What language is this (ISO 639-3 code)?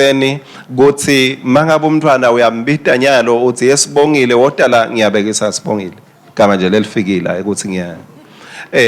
ssw